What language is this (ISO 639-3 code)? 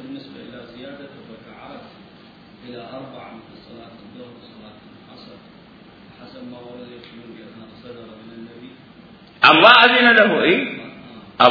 acm